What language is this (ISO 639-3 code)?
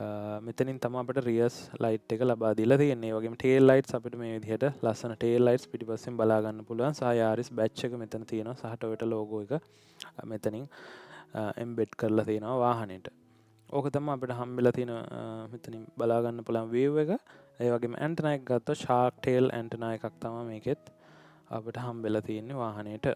sin